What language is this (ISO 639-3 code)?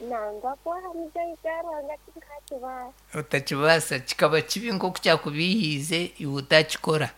nyo